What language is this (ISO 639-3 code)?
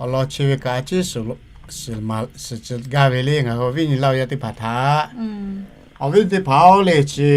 lhu